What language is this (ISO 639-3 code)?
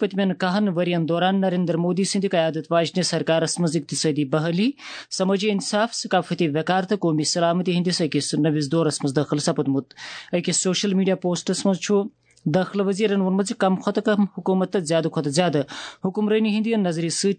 kas